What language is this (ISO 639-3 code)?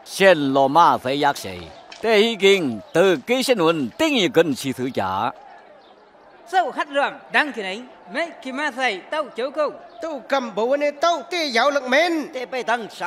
vie